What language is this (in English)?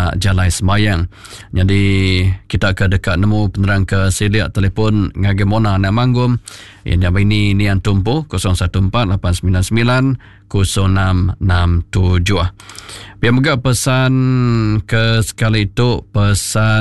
Iban